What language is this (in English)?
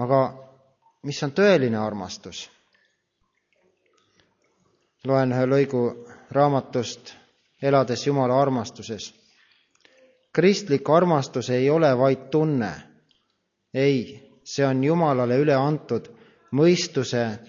Estonian